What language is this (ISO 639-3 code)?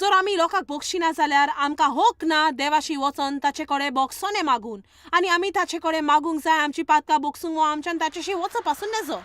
kok